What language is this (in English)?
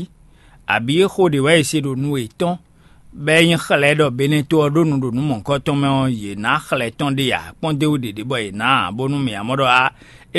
Fon